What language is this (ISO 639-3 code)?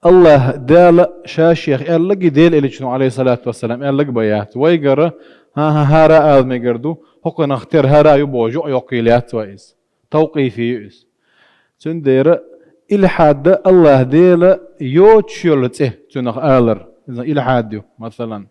che